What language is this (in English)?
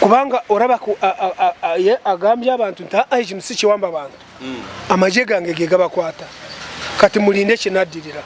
Ganda